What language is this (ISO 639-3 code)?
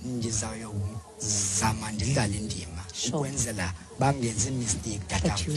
xho